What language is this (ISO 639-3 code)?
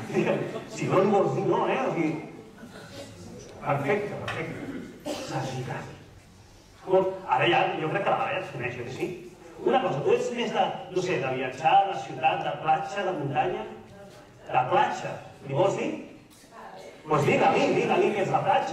cat